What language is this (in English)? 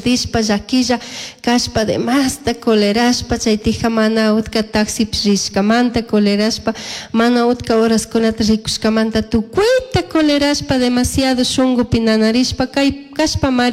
Chimborazo Highland Quichua